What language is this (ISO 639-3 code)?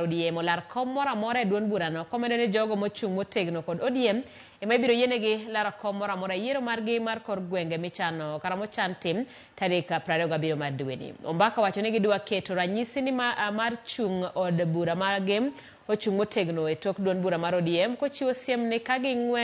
luo